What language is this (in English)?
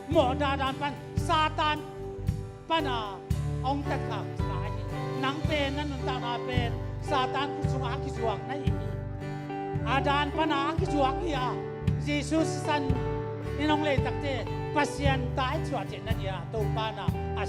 Tedim Chin